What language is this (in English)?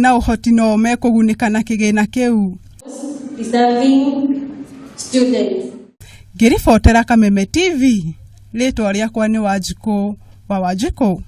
Kikuyu